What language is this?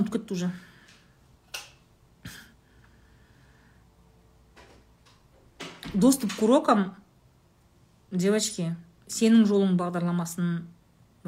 Kazakh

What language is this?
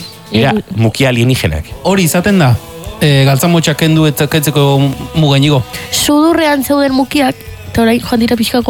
Basque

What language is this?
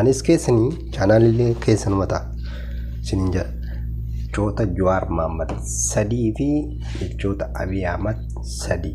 Oromo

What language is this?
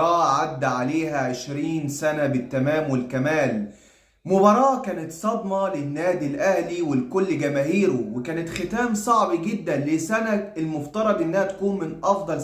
Egyptian Arabic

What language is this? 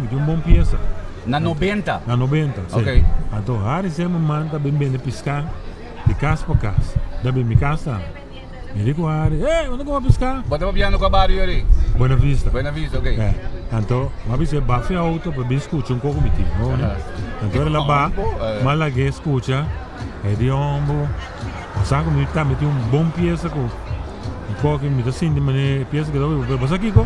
Papiamento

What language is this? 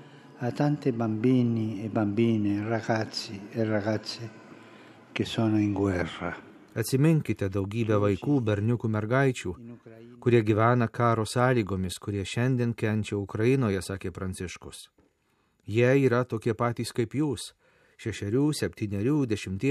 Lithuanian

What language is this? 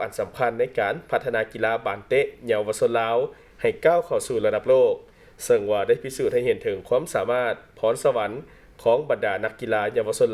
Lao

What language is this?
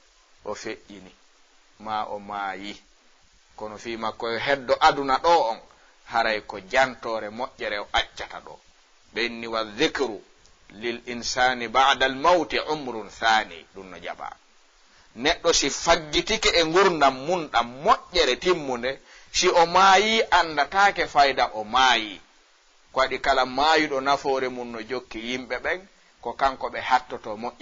Fula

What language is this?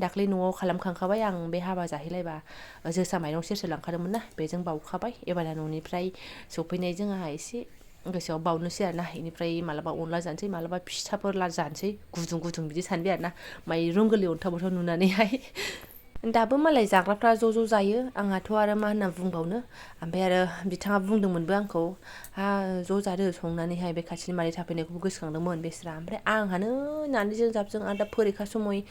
Bodo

